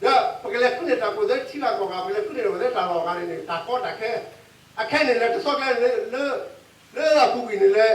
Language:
S'gaw Karen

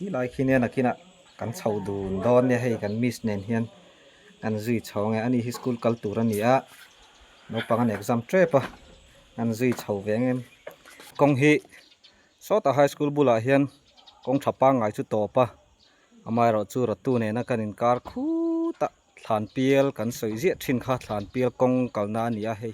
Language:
Mizo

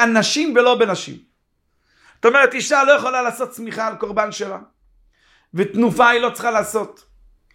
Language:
Hebrew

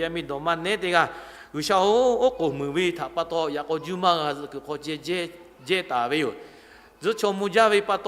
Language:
Lahu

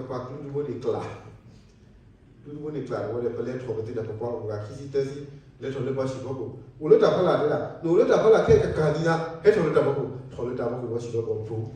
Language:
S'gaw Karen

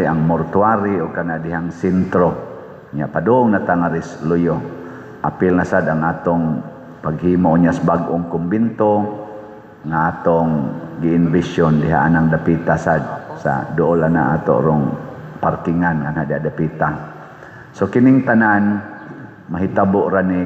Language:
Cebuano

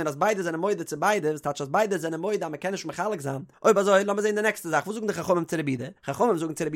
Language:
Yiddish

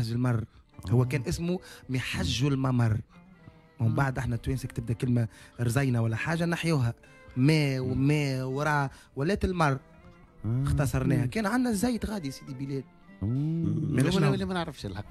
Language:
Tunisian Arabic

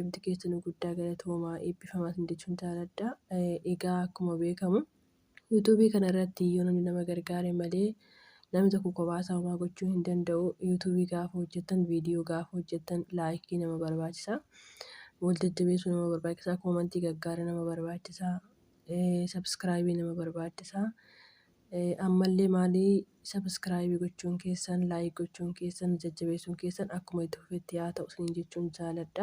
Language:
Oromo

